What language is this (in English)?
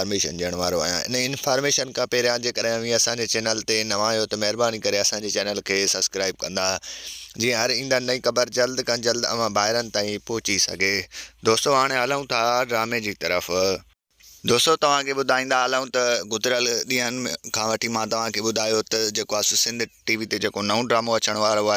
Sindhi